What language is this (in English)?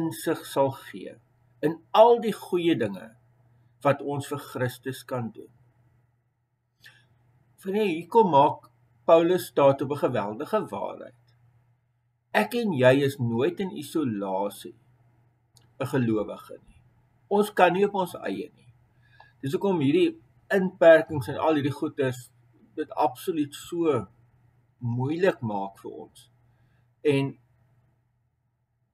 Afrikaans